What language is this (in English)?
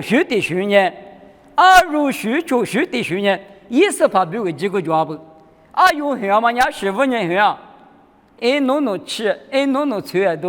Lisu